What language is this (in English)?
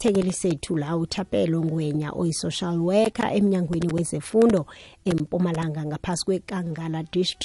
South Ndebele